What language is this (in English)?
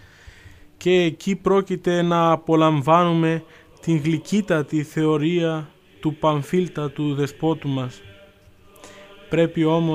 Greek